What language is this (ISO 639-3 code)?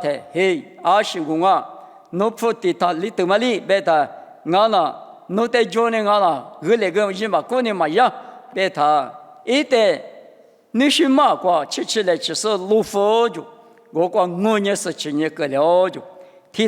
lis